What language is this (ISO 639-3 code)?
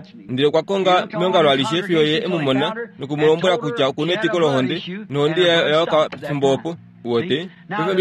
kua